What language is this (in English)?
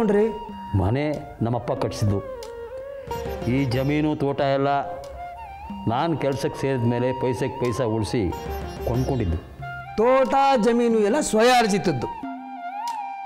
Kannada